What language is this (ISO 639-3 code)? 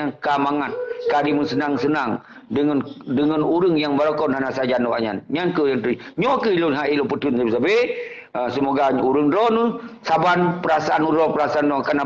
ace